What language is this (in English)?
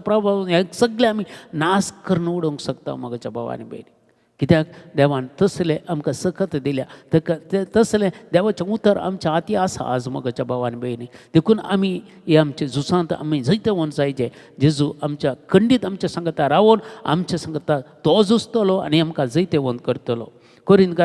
Konkani